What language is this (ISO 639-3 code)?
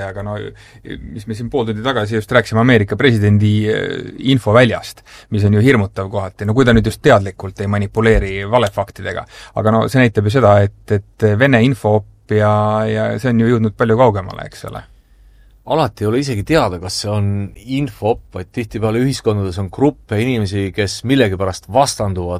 est